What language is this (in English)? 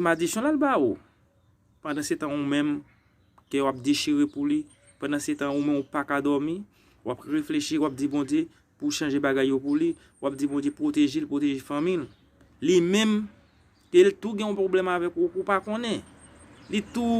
Haitian Creole